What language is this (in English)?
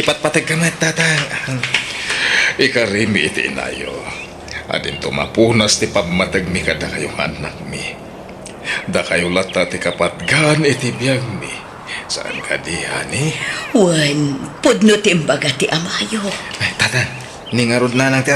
Iloko